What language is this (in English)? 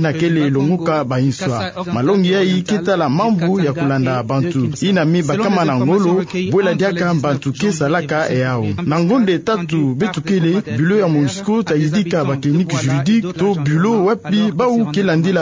Kituba (Democratic Republic of Congo)